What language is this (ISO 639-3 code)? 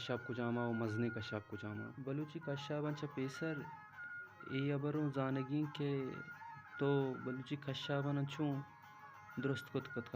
bal